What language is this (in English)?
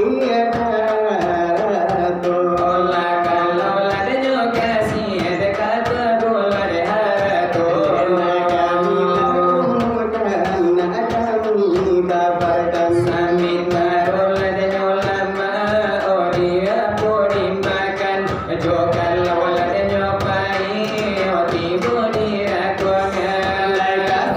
Minangkabau